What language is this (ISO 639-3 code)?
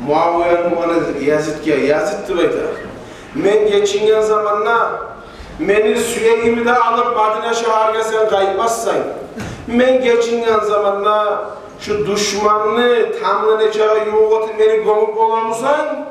kum